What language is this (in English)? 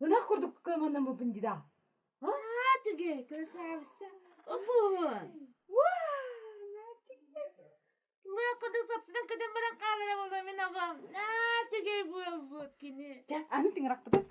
Yakut